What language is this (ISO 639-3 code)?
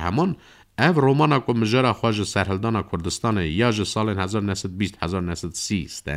kur